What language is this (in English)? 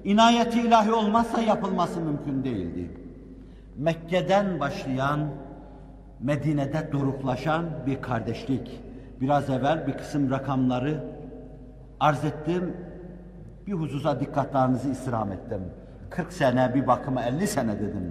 Turkish